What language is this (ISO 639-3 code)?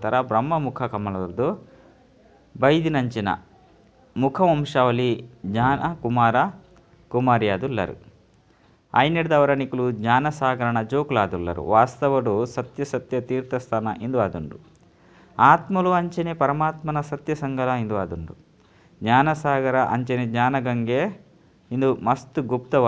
tcy